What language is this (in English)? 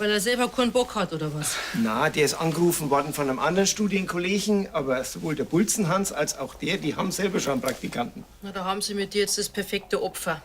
Bavarian